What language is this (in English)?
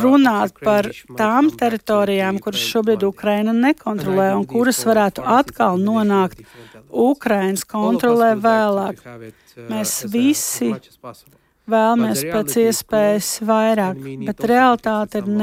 Latvian